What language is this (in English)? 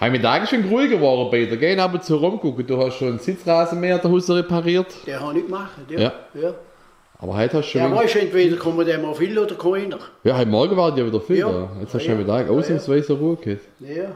Swabian